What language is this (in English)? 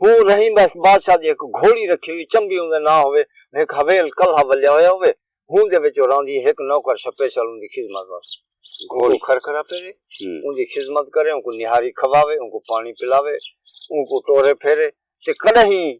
Saraiki